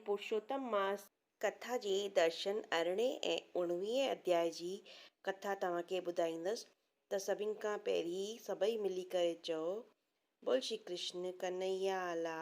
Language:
Sindhi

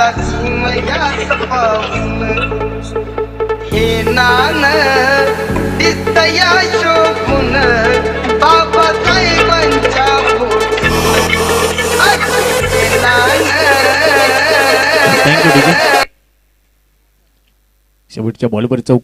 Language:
Marathi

